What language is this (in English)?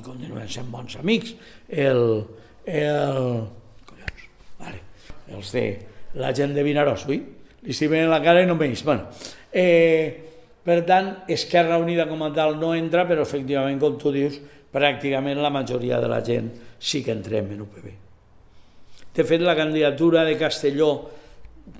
Catalan